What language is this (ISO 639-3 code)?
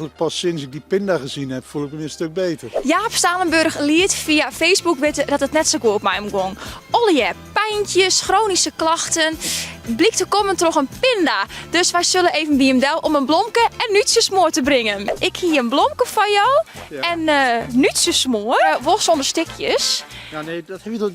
fry